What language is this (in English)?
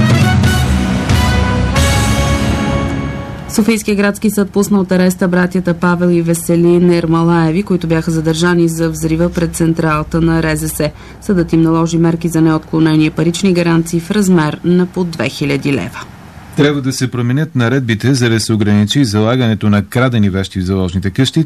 Bulgarian